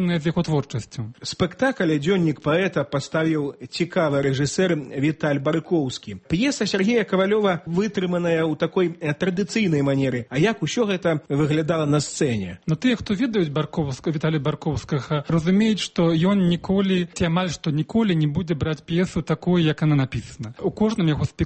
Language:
Belarusian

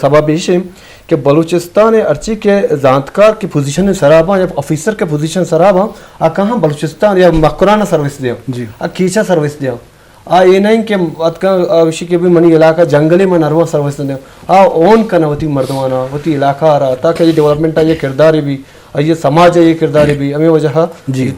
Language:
Eastern Balochi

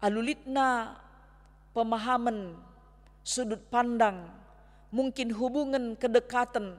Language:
Batak Karo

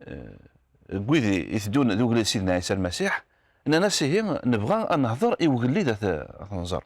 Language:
Kabyle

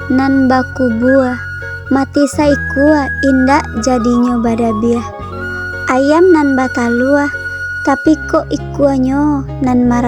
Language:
Minangkabau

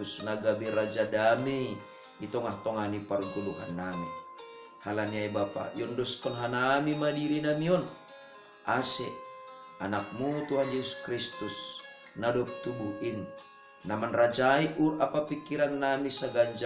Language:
Batak Simalungun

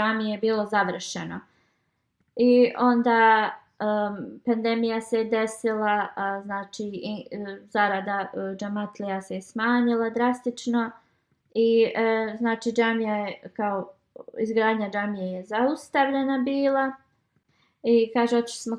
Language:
Bosnian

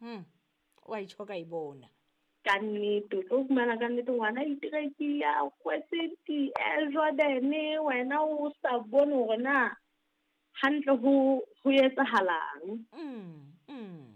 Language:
Southern Sotho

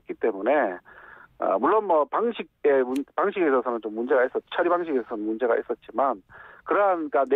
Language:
Korean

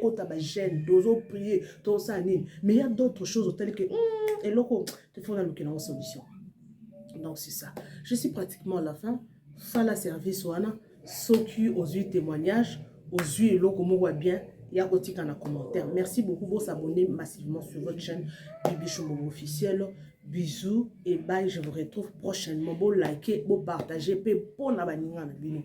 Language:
Lingala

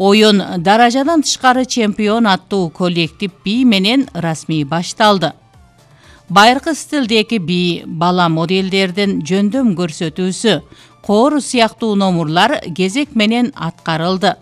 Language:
Kyrgyz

